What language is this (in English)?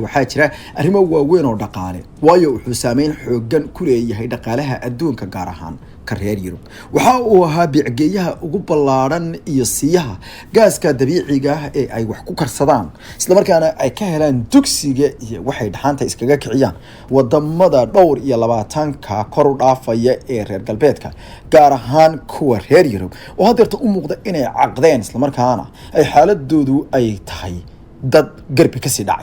Somali